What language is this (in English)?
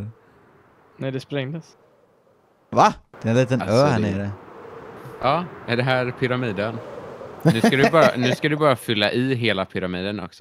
Swedish